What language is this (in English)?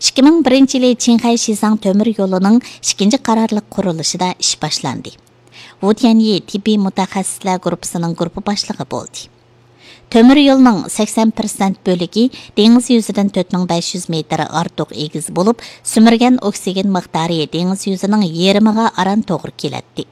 Uyghur